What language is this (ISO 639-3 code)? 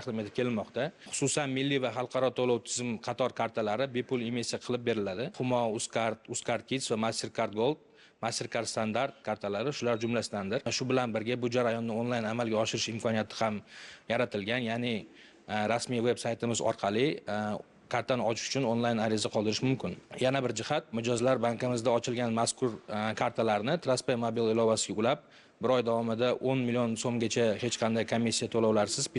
uzb